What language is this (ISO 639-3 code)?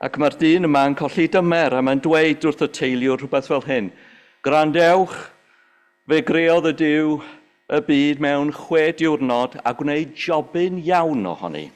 cym